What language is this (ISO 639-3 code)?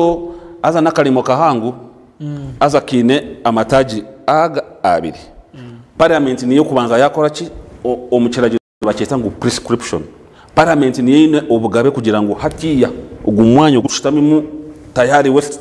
nyn